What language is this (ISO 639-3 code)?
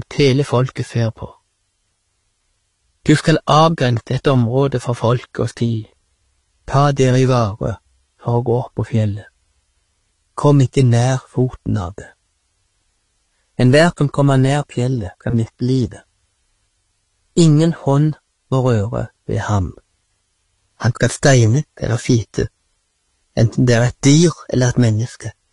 nor